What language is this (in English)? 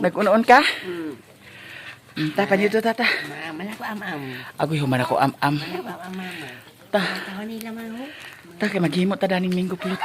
Cebuano